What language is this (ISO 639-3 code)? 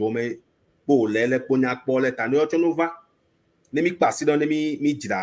ewe